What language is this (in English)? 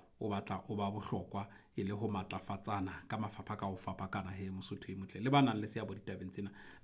Southern Sotho